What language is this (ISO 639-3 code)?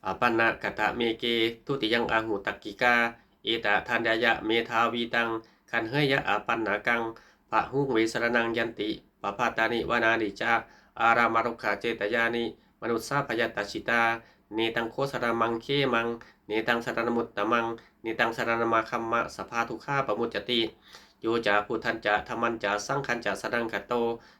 pli